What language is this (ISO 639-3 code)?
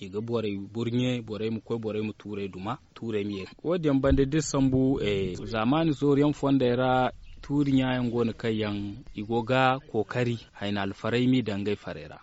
dje